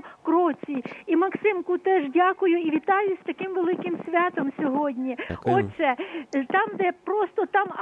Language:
Ukrainian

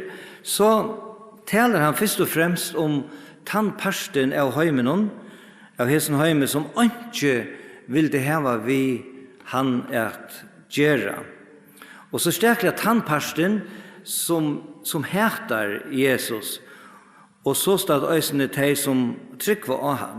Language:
Faroese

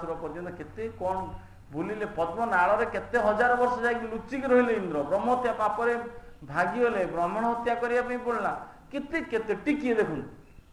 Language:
Odia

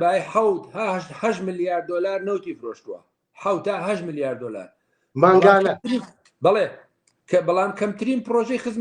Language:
Central Kurdish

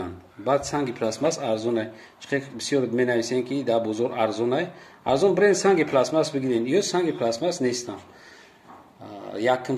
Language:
Tajik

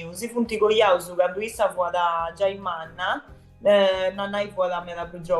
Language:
Sardinian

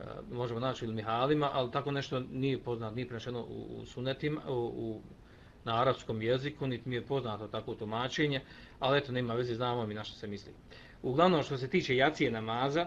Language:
Bosnian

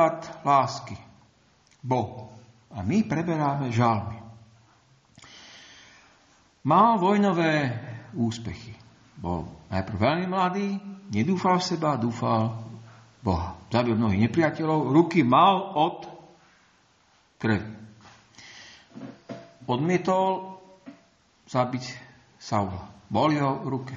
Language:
Slovak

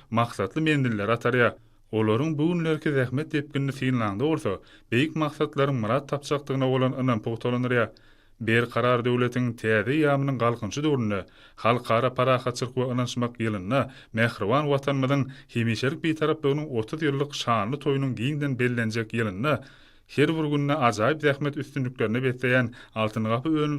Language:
Turkmen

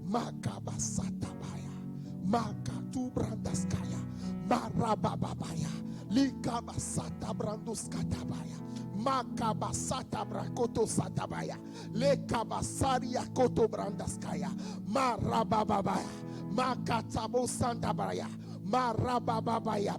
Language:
Ewe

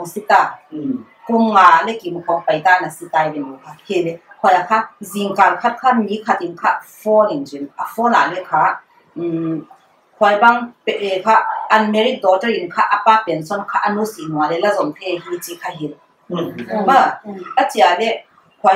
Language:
Paite Chin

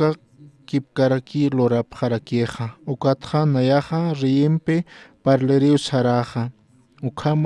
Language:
Aymara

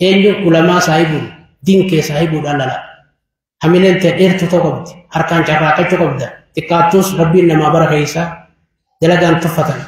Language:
Oromo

